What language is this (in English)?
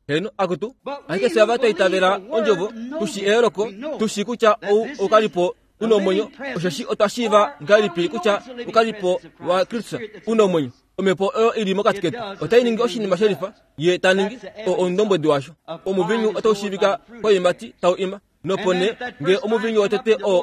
Kuanyama